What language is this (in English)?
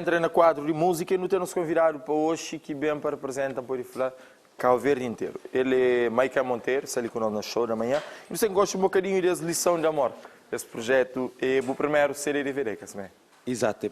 Kabuverdianu